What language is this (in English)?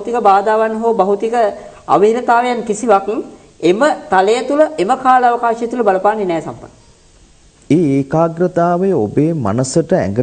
Sinhala